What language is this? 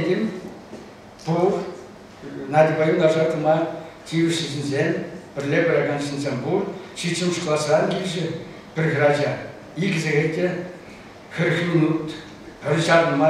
Chuvash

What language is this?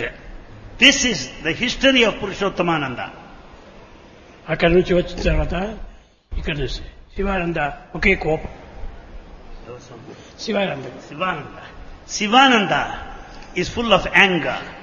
Telugu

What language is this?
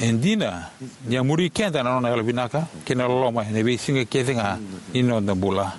Fijian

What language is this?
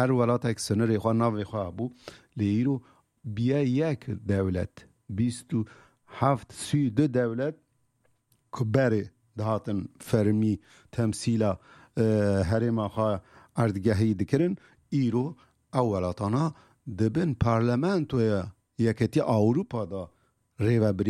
Kurdish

